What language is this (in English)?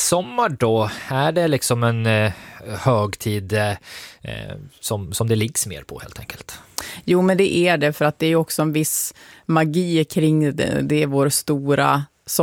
Swedish